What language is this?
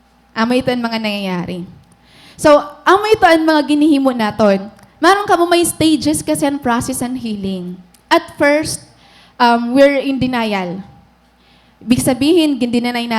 Waray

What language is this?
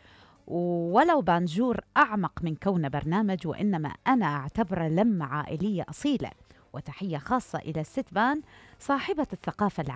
Mesopotamian Arabic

